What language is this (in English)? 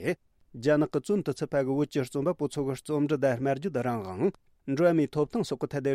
Tibetan